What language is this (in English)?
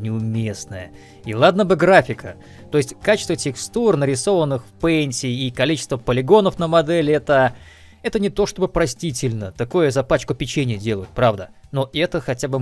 Russian